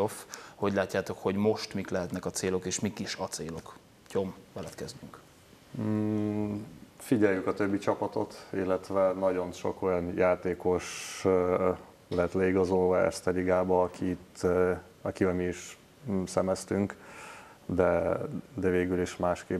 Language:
Hungarian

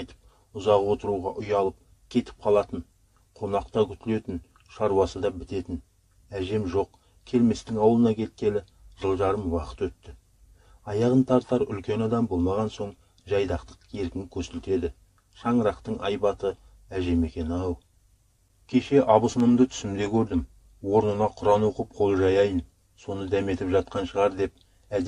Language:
Kazakh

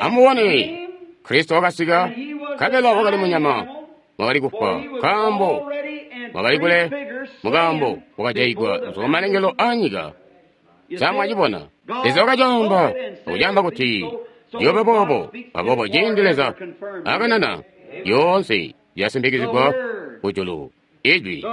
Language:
Tonga (Zambia)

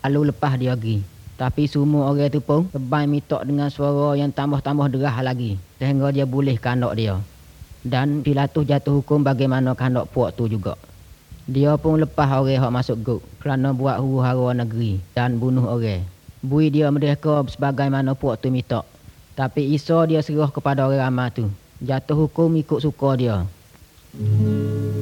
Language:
Malay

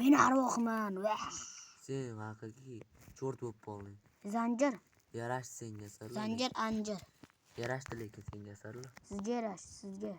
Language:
Uzbek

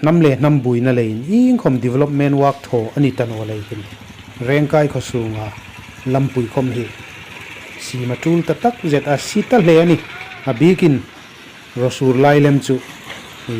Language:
Hmar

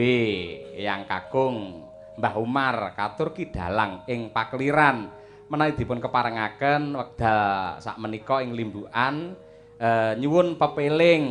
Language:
Javanese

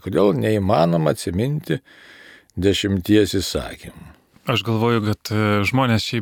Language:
Lithuanian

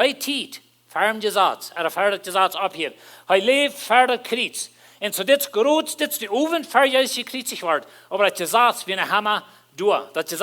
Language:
Plautdietsch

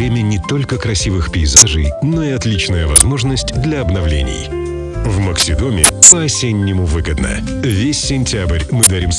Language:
Russian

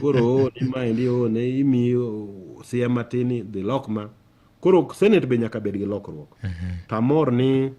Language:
Luo (Kenya and Tanzania)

